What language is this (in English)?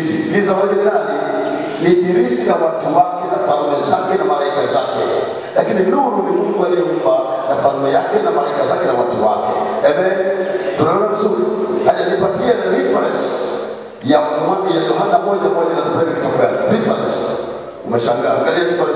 Swahili